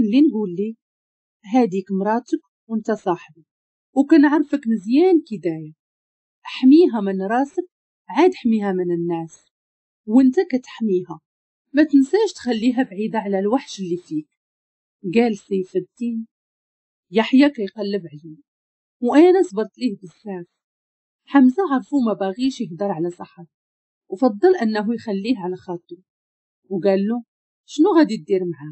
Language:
Moroccan Arabic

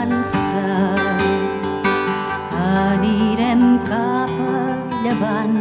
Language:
Catalan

